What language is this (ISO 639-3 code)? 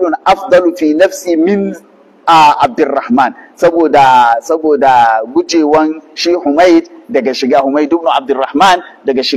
hau